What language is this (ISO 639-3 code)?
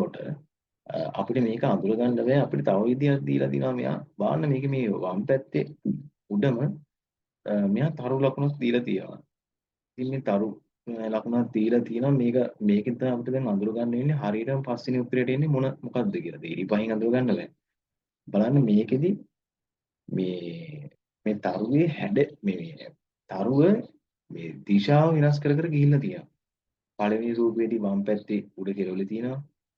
sin